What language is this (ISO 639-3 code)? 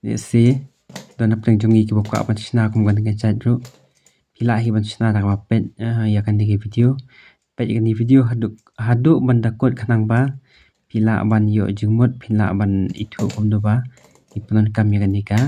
kha